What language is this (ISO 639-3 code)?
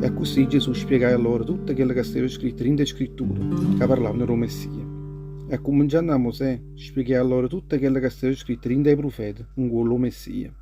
nap